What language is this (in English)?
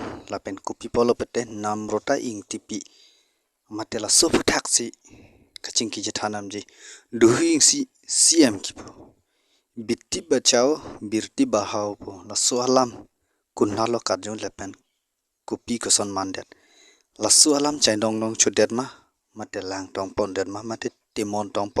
Karbi